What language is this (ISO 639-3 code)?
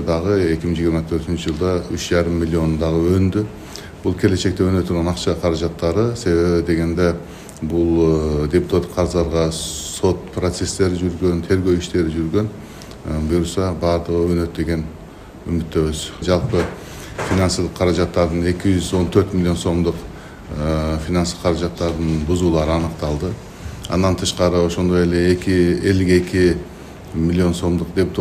kir